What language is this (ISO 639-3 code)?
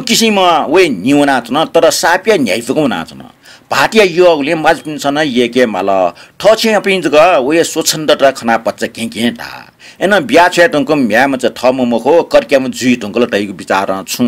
new